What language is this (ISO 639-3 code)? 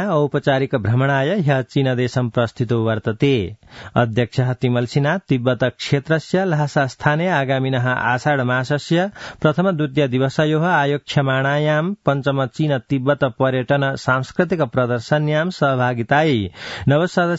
san